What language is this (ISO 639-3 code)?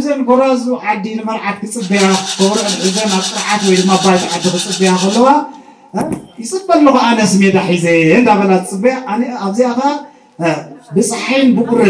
tir